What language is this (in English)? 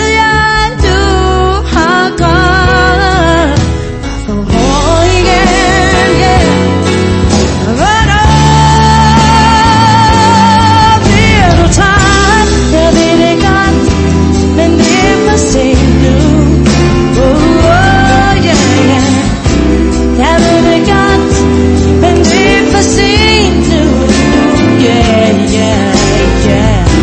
Danish